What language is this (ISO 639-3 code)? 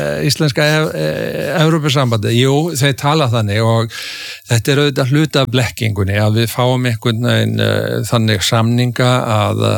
isl